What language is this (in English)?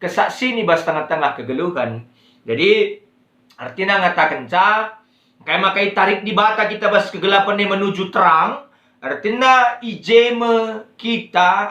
Batak Karo